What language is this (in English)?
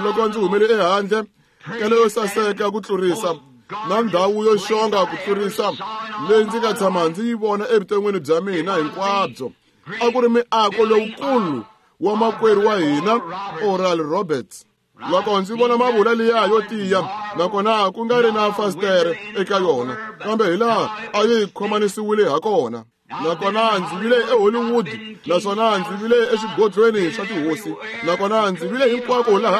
Tsonga